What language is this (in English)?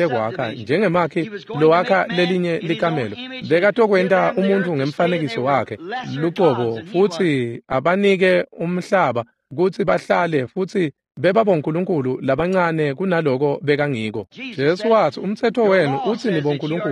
Swati